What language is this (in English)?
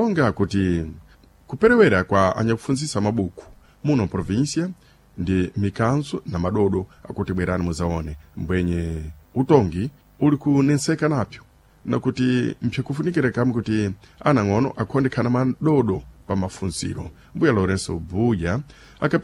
Sena